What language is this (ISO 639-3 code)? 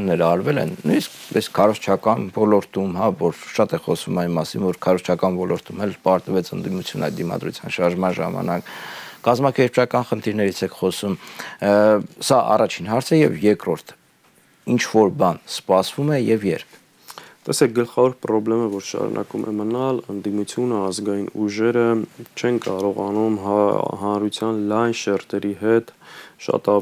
hye